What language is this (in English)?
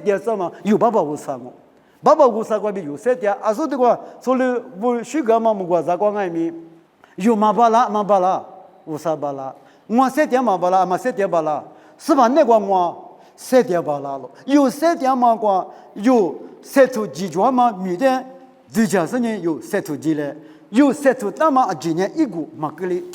Lisu